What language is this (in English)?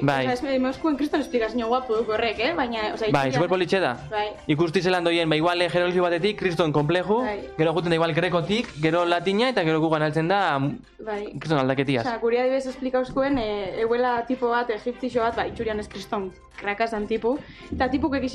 Basque